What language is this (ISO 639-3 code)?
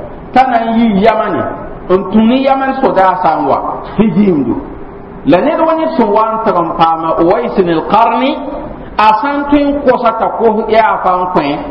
mos